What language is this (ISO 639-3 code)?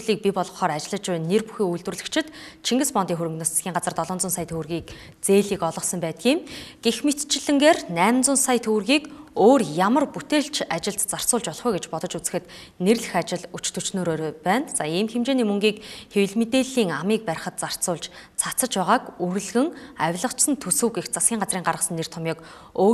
mon